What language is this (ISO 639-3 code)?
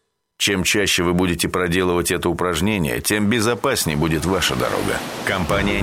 rus